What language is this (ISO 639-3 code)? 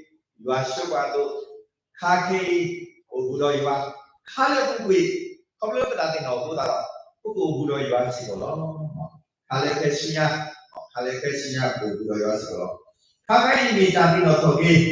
ksw